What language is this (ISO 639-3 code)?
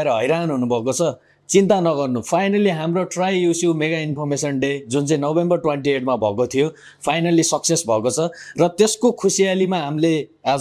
nep